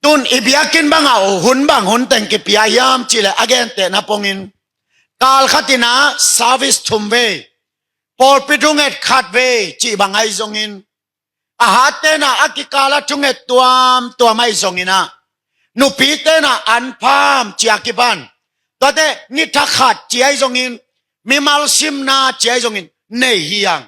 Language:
Tedim Chin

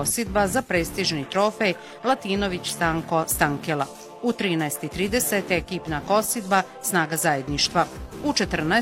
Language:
Bosnian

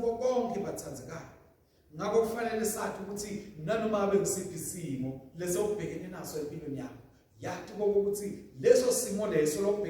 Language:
Swati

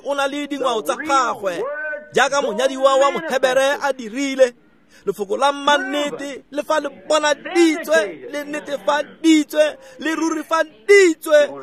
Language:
Tswana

